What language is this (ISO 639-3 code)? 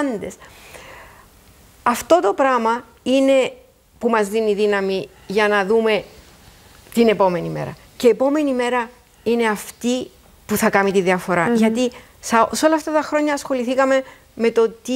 ell